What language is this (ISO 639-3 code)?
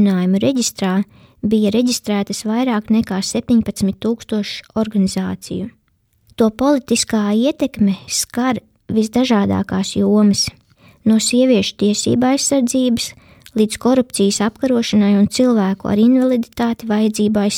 lav